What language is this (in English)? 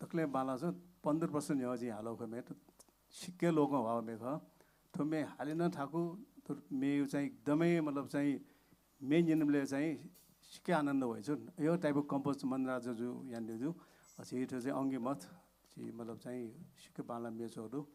Newari